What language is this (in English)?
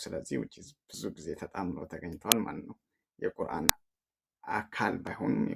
Amharic